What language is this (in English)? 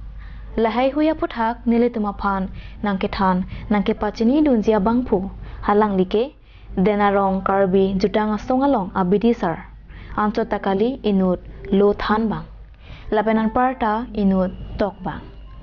Karbi